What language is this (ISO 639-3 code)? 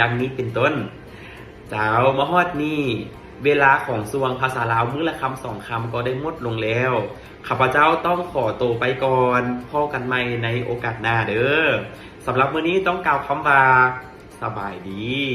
lao